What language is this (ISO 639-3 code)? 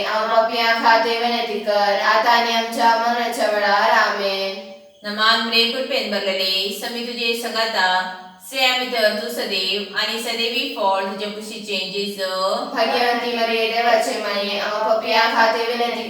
kok